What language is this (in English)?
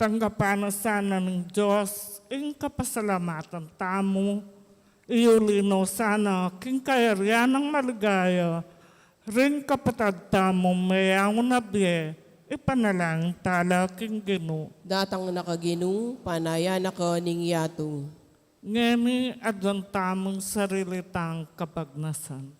Pampanga